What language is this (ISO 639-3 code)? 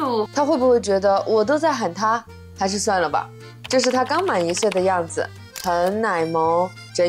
zho